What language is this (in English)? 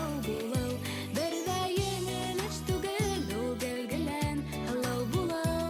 Bashkir